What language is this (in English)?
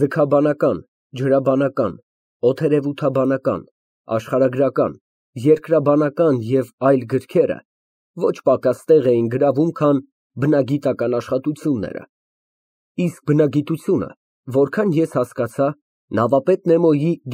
Armenian